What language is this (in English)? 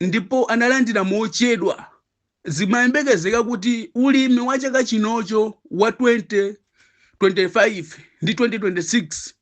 Nyanja